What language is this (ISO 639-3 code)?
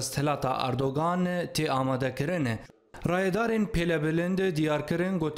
kur